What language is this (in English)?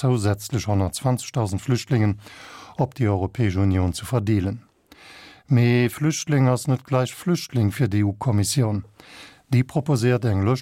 Luxembourgish